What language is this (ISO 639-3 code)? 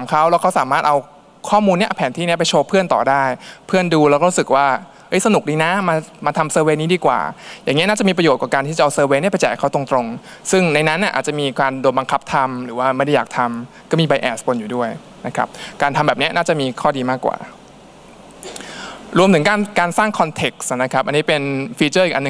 tha